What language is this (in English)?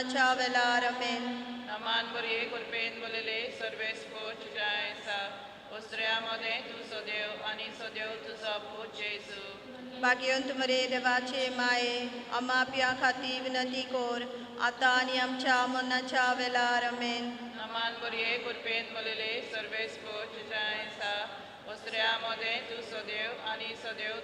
Konkani